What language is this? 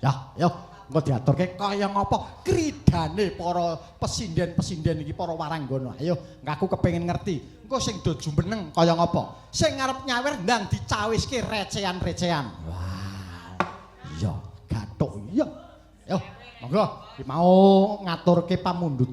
Javanese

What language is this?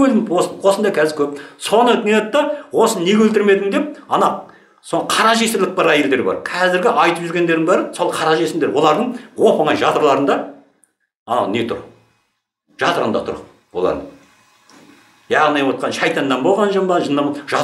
Kazakh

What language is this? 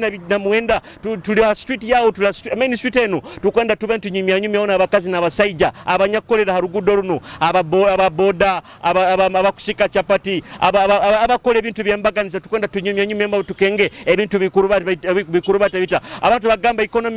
Nyoro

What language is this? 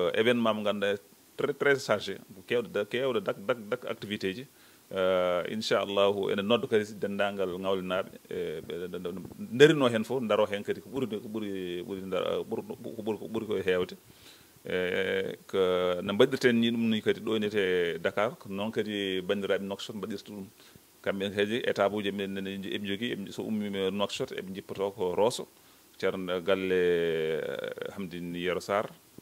Fula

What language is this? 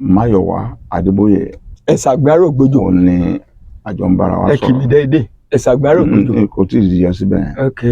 Yoruba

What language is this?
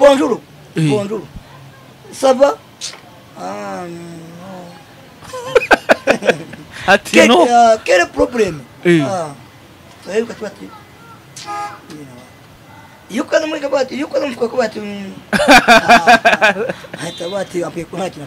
Kinyarwanda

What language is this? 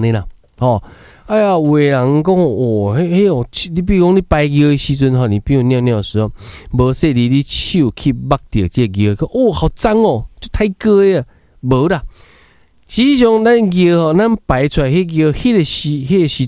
Min Nan Chinese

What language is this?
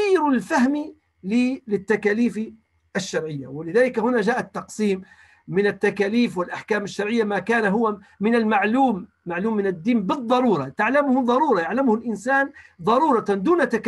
Arabic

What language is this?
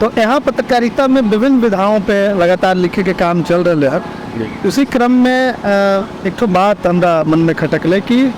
Magahi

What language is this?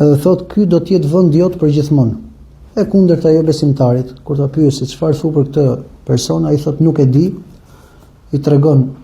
Albanian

